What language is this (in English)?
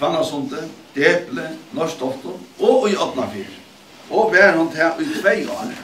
Faroese